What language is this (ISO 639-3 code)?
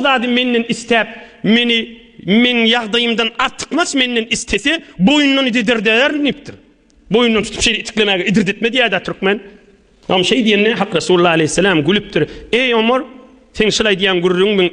tuk